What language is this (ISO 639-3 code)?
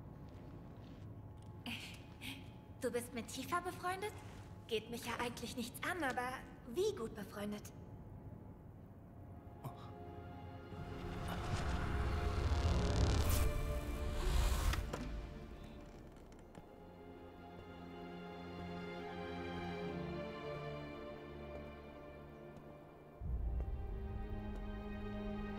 deu